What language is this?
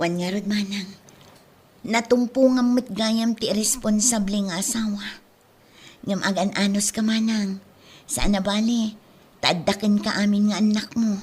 Iloko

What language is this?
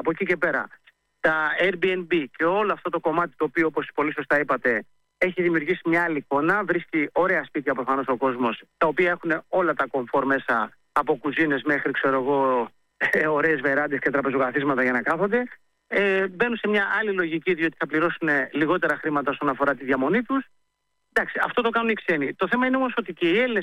Greek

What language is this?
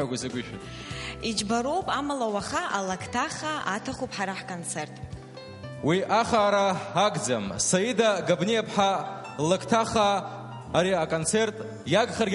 Abkhazian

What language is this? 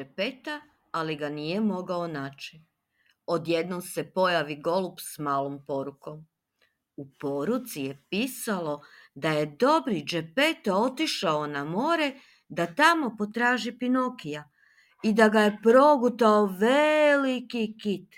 Serbian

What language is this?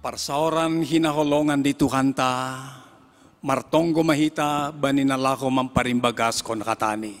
Batak Simalungun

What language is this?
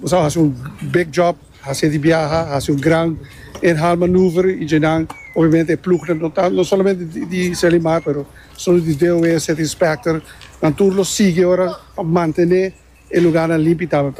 Papiamento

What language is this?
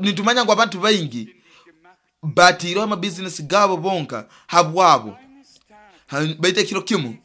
Nyoro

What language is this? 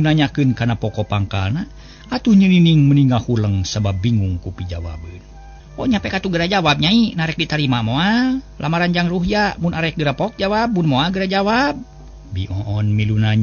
Sundanese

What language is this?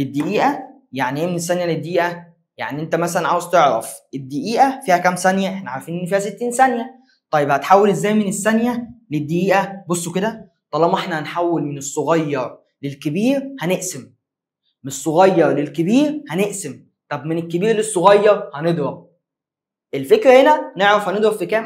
Egyptian Arabic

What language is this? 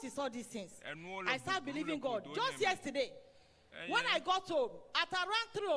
Ewe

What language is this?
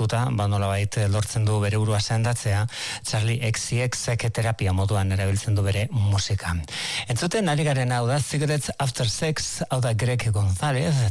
Basque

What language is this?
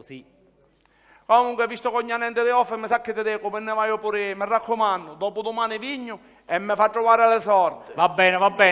Sicilian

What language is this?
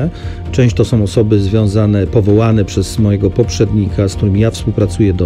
Polish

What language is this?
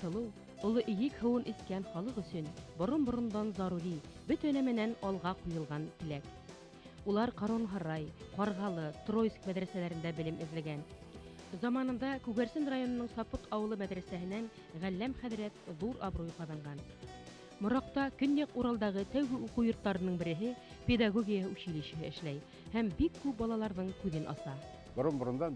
Bashkir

